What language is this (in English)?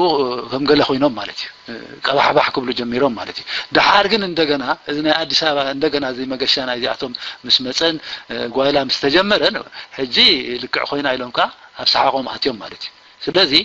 Tigrinya